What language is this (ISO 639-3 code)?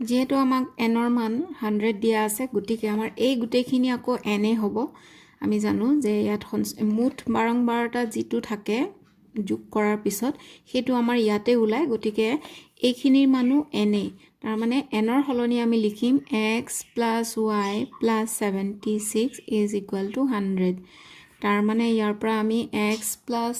asm